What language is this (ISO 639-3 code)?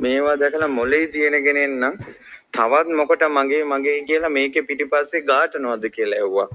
sin